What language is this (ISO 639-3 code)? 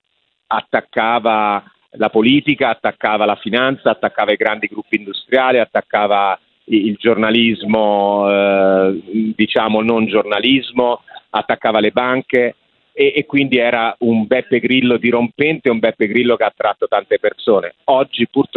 ita